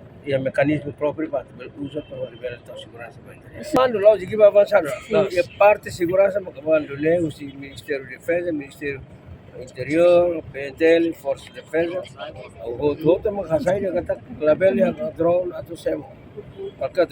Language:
Tetum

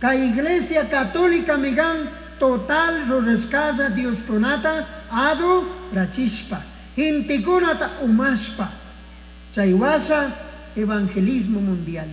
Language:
Chimborazo Highland Quichua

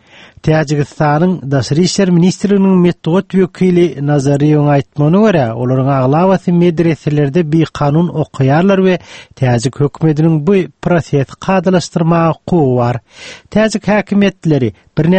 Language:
Turkmen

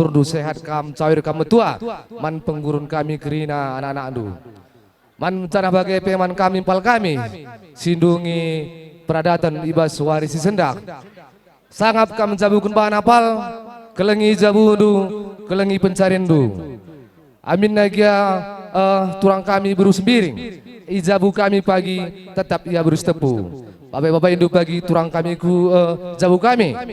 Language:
Batak Karo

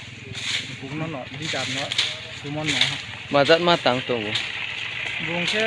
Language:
Riang (India)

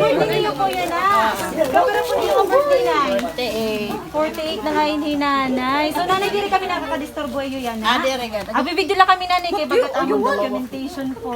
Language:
Waray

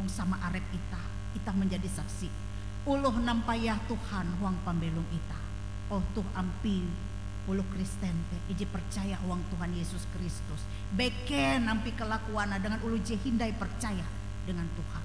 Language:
Ngaju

